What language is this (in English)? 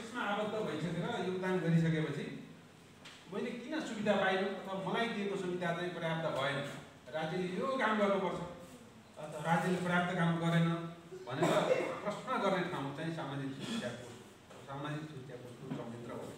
Nepali